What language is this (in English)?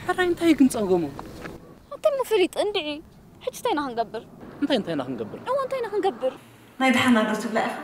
Tigrinya